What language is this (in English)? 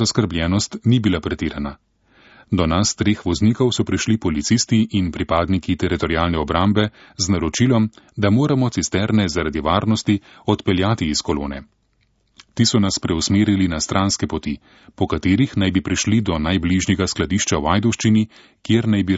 Slovenian